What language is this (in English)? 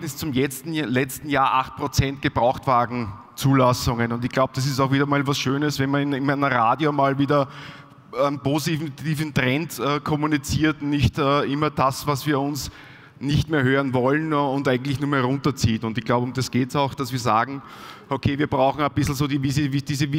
German